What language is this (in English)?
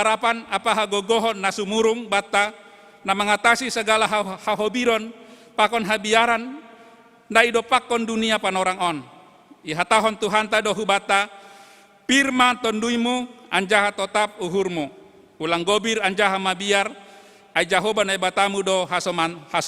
Batak Simalungun